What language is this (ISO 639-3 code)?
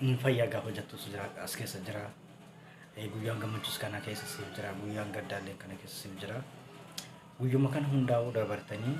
orm